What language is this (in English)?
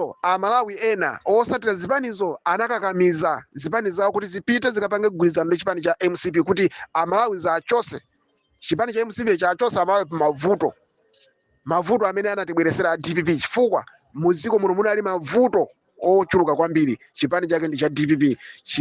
Nyanja